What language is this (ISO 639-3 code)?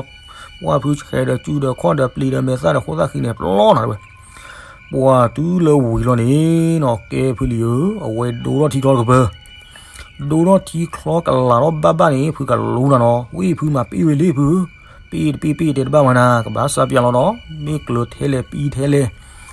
ksw